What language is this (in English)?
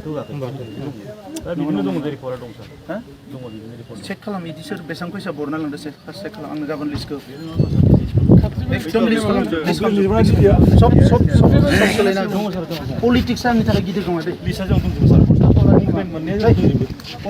Bodo